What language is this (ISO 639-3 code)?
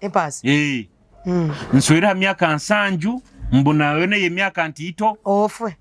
nyo